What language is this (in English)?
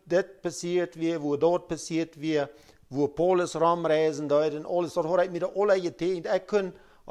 Plautdietsch